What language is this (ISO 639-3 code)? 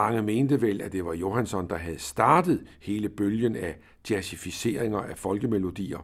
dan